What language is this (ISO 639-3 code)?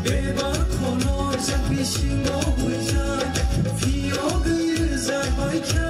trp